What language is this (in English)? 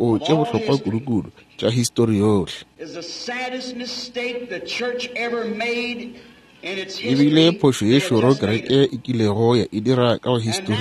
Northern Sotho